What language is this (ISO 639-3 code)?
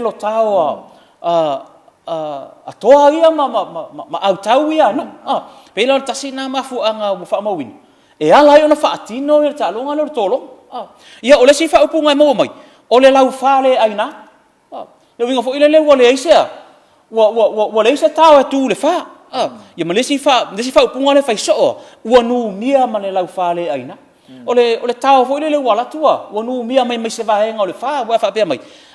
smo